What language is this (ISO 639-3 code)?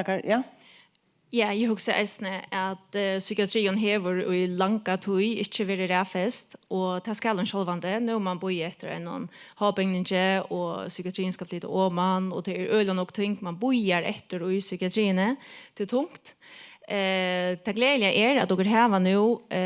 fao